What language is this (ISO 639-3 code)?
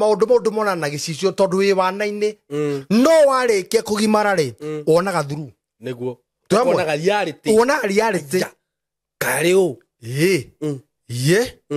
kik